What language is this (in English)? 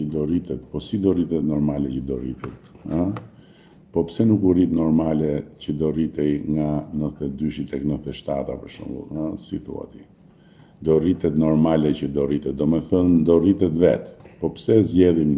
Albanian